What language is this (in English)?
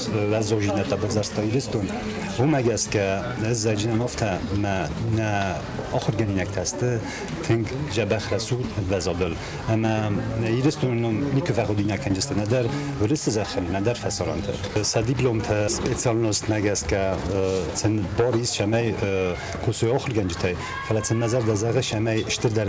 Ossetic